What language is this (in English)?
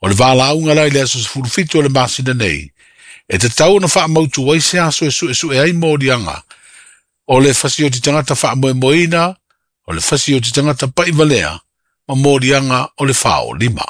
Samoan